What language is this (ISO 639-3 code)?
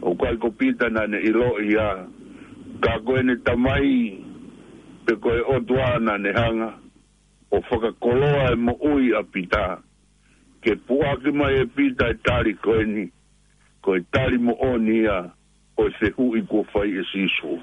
ton